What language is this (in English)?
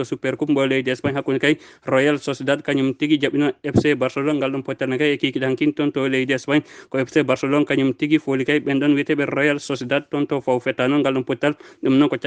Fula